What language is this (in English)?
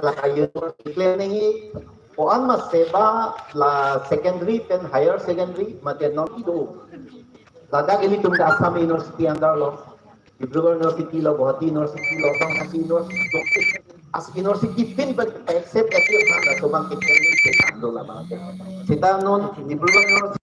Karbi